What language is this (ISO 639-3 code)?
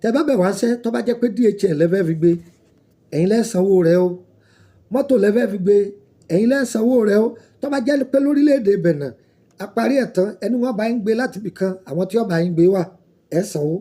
yor